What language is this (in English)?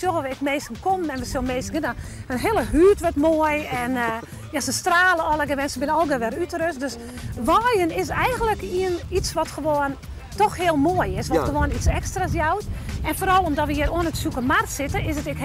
Western Frisian